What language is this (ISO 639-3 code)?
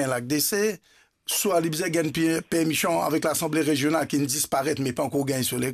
mfe